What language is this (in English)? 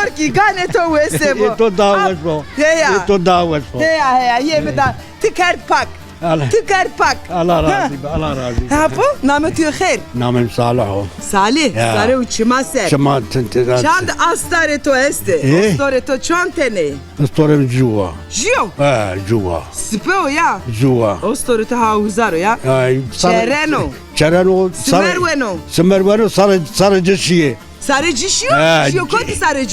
Zaza